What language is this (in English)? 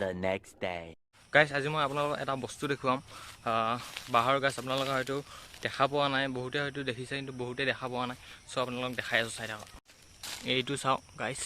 Assamese